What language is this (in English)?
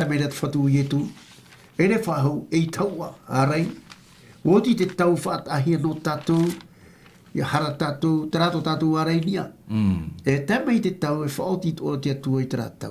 Tahitian